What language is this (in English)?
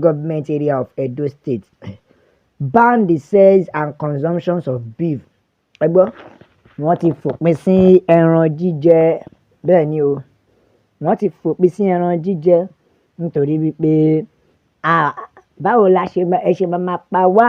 Yoruba